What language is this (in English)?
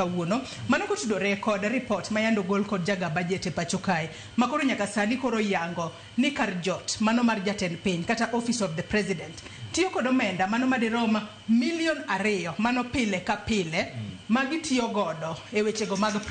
Luo (Kenya and Tanzania)